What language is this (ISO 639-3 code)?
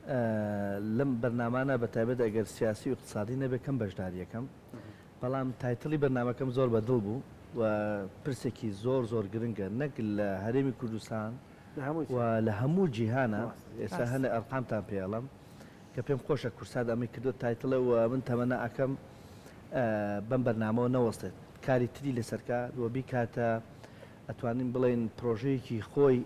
ckb